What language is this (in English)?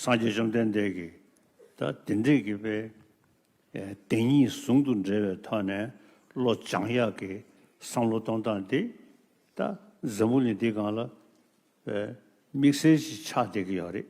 Tibetan